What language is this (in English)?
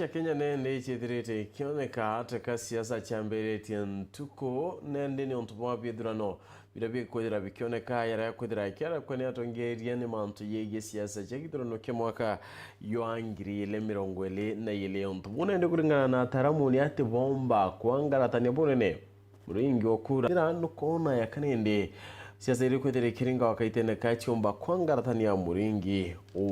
Meru